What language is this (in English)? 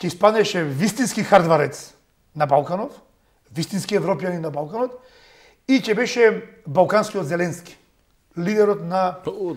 Macedonian